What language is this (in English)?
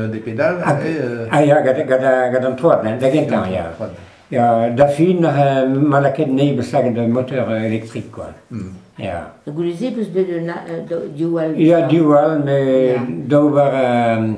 Breton